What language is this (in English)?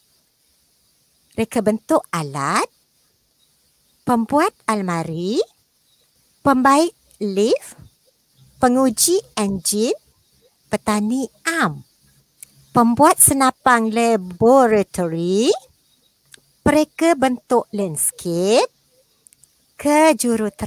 Malay